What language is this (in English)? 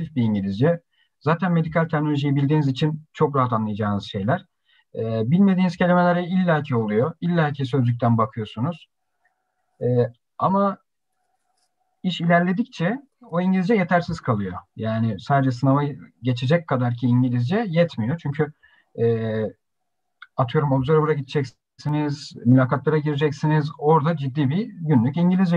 Turkish